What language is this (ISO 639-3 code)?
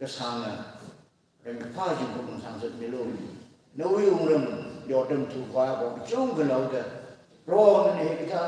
nmf